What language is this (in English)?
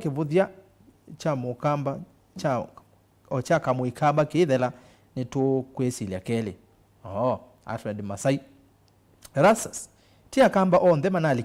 Kamba